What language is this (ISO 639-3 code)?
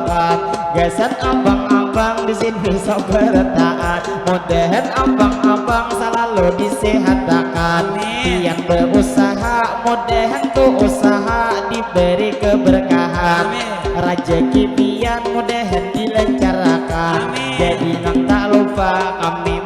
bjn